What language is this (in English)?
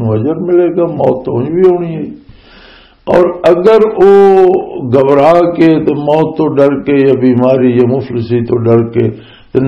Western Panjabi